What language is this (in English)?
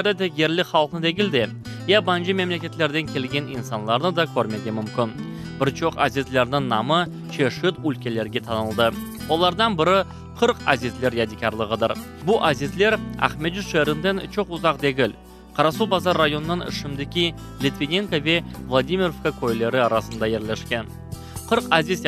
Crimean Tatar